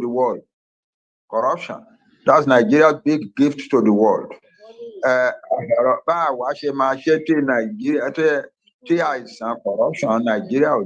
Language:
Yoruba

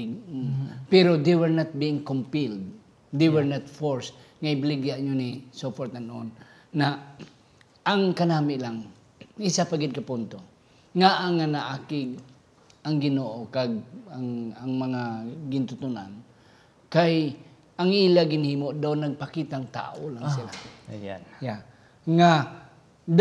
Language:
Hiligaynon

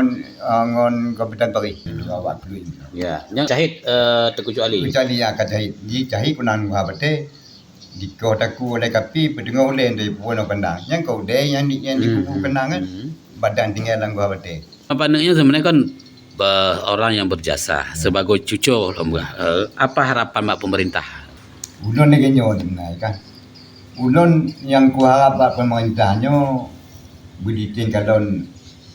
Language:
Achinese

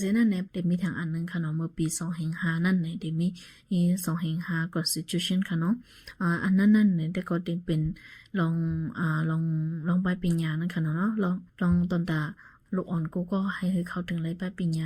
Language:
Shan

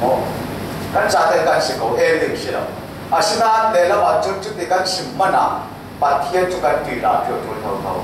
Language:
Falam Chin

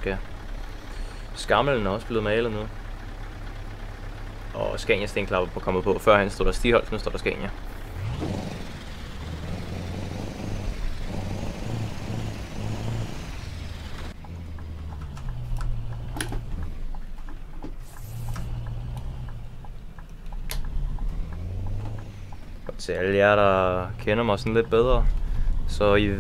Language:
Danish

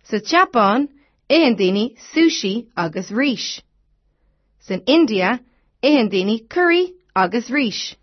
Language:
Irish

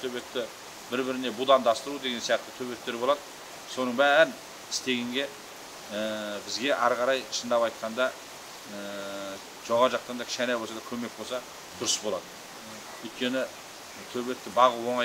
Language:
Kazakh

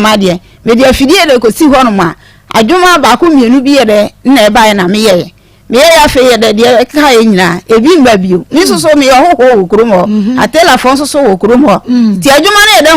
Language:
Akan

